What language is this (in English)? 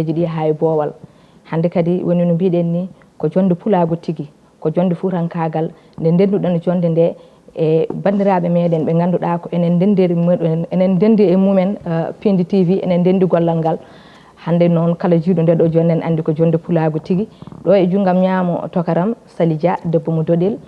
Fula